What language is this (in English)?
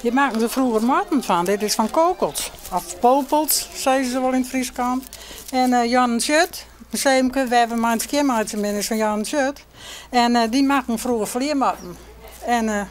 Western Frisian